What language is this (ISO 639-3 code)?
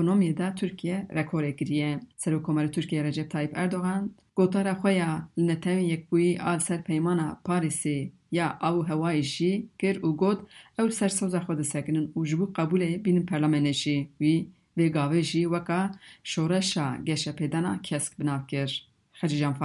kur